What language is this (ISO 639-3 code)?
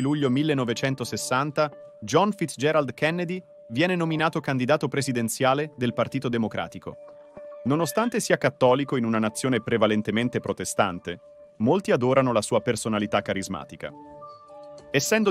ita